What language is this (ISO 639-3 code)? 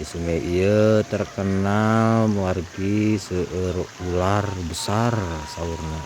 sun